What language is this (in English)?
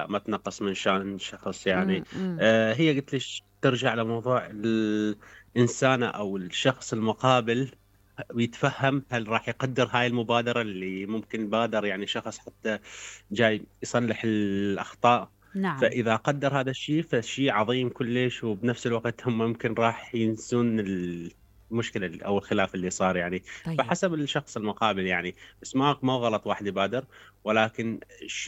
Mesopotamian Arabic